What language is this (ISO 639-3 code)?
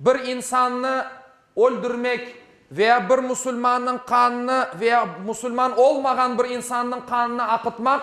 crh